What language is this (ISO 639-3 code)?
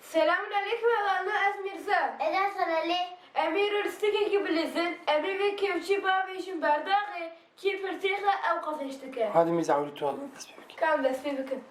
kur